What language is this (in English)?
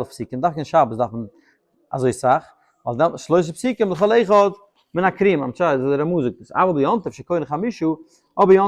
Yiddish